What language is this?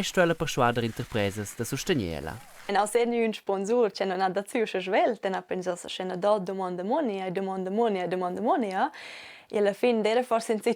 Romansh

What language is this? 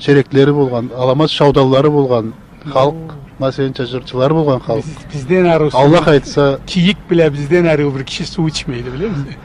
Karachay-Balkar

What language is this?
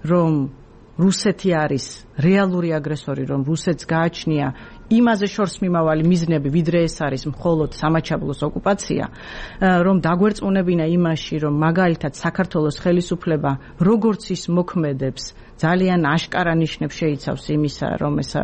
Georgian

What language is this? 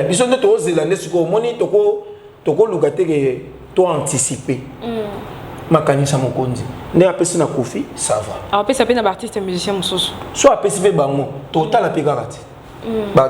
Lingala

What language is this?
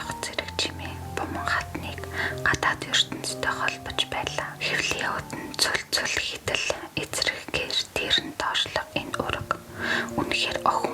Mongolian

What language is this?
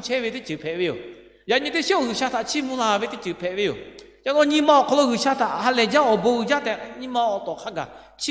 Lahu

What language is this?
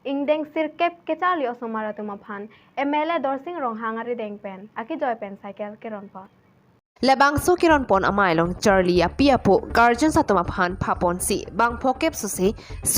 Karbi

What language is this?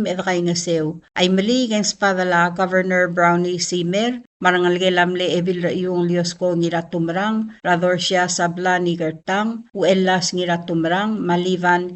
Palauan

